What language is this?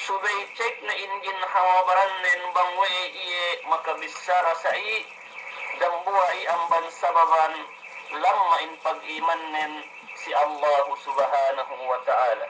Yakan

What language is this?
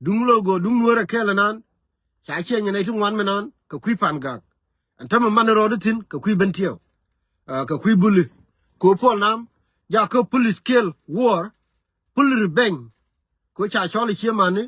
Nuer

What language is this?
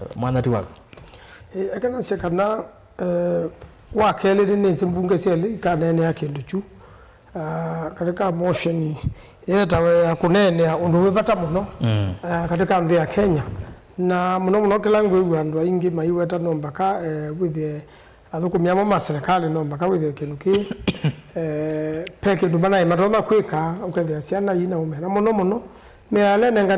Kamba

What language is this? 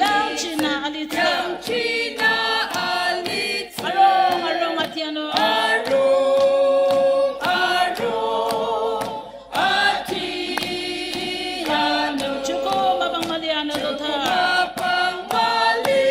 Ao Naga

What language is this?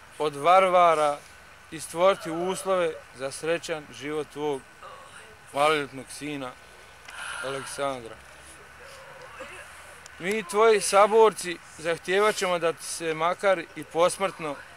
Bosnian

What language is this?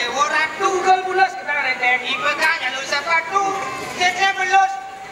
Balinese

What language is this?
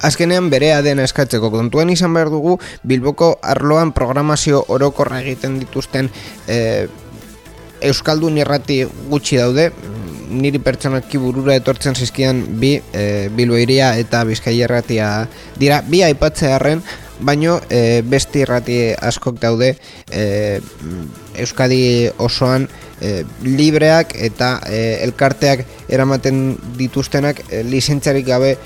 Basque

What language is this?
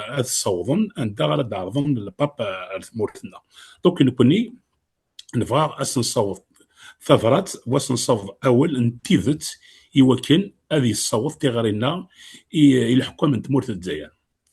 Kabyle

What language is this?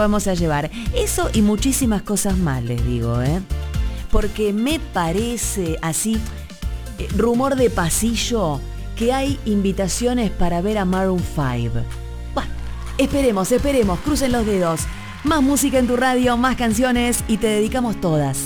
Spanish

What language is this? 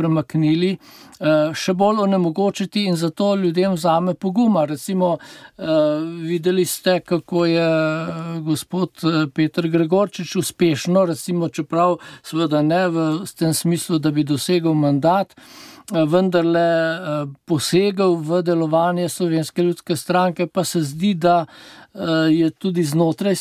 Slovenian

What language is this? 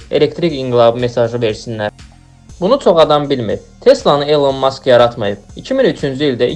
Azerbaijani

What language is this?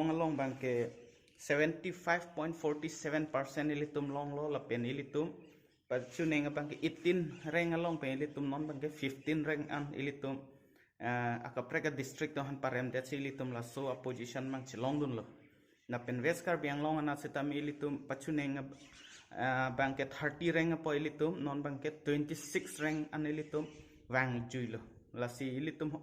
Karbi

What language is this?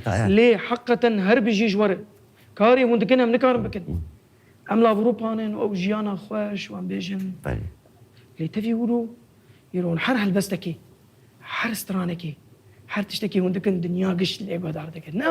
Kurdish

